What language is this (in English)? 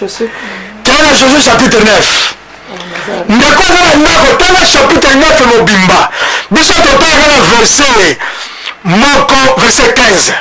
Lingala